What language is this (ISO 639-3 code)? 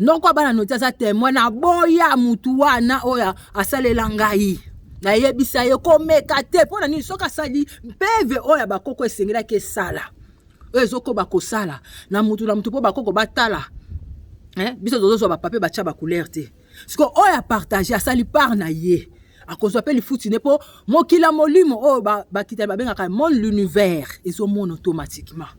lin